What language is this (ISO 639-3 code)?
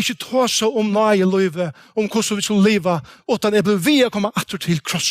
fao